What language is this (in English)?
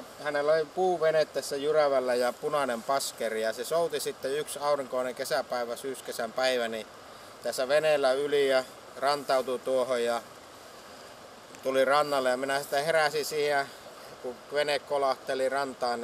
Finnish